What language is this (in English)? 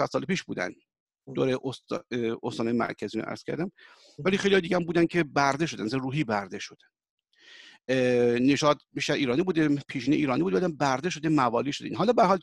Persian